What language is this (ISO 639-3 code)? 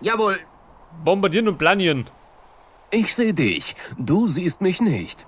bar